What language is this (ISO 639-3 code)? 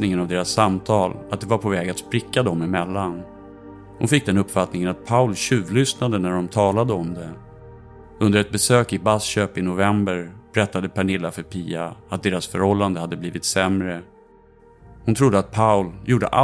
swe